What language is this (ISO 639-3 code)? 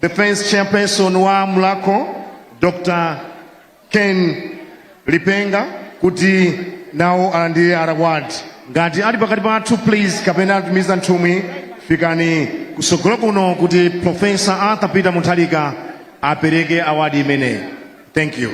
nya